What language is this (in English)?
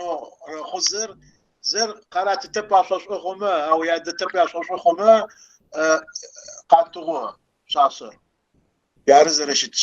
Kabardian